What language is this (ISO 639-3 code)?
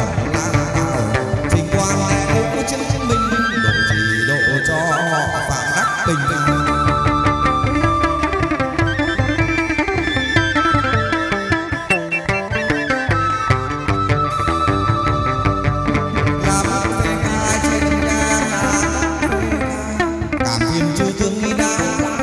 vie